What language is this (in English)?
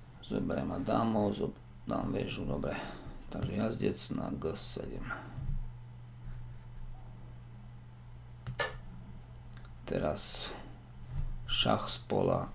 Slovak